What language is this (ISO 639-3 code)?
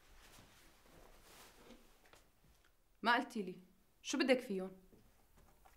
apc